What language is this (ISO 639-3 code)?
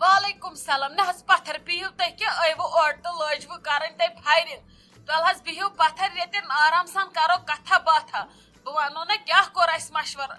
kas